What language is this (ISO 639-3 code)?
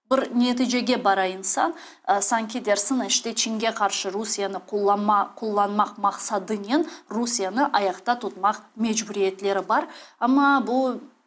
crh